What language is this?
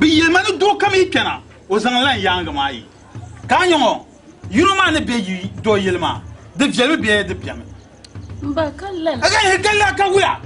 Dagbani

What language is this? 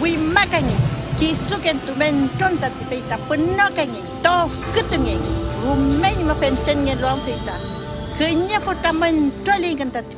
Mapuche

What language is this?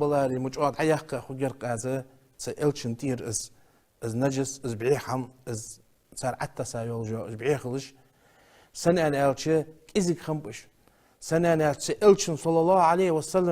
Ingush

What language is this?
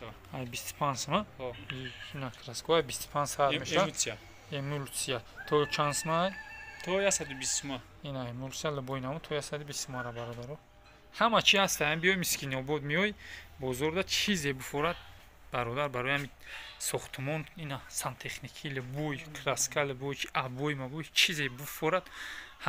Tajik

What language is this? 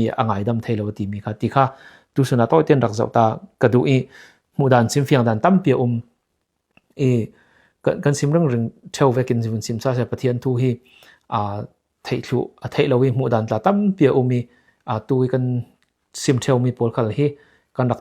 Falam Chin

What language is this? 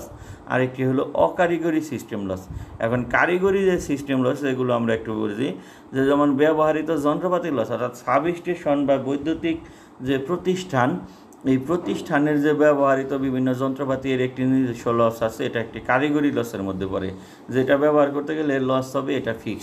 Bangla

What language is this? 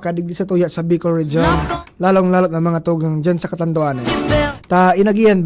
Bikol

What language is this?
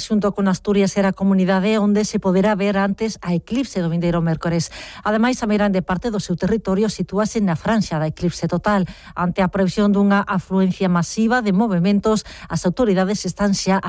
Galician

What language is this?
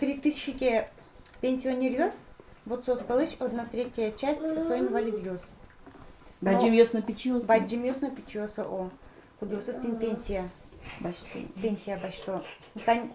Udmurt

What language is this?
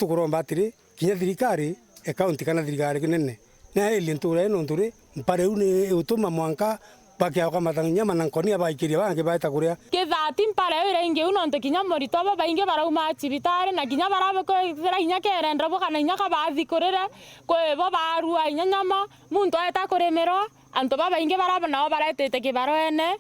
Meru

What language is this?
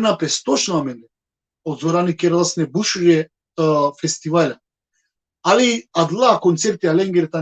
Balkan Romani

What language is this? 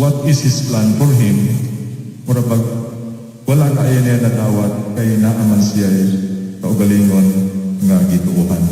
Cebuano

